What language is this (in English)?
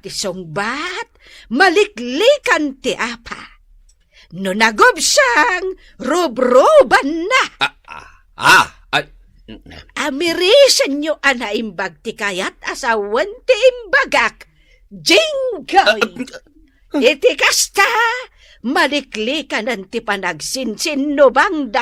Iloko